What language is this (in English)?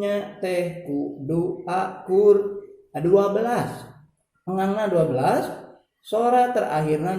Sundanese